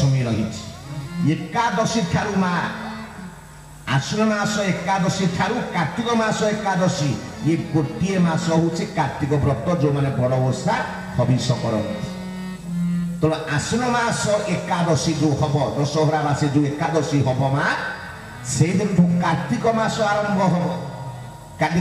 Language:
Odia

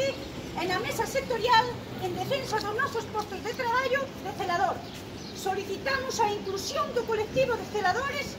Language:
Galician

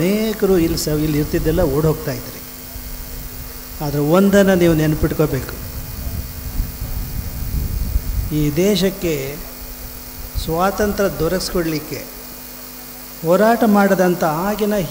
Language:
Kannada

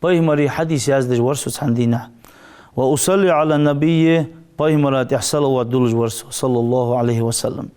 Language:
Ingush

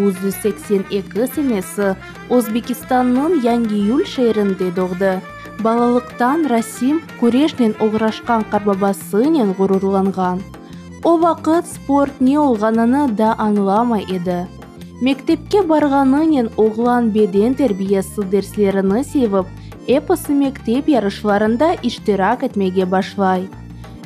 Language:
Crimean Tatar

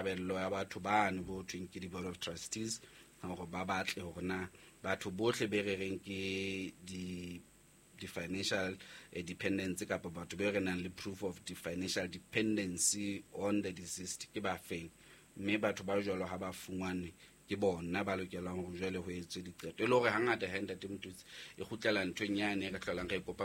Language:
Southern Sotho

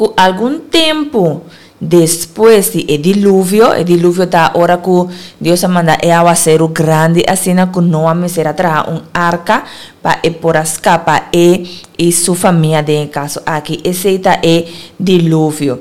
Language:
Papiamento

